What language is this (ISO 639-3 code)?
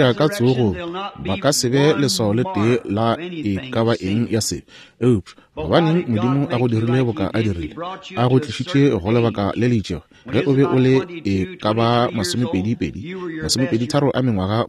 nso